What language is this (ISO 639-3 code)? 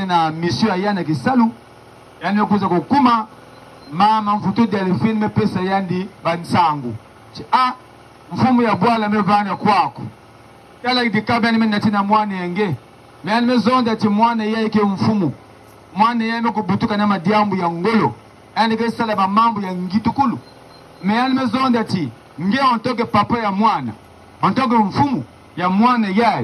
ktu